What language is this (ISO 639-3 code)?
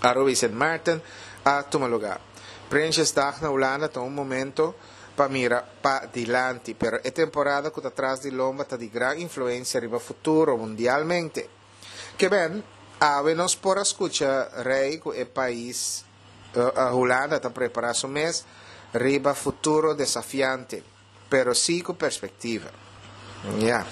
pap